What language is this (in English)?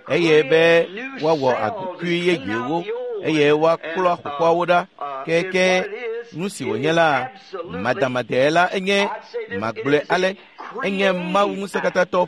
Ewe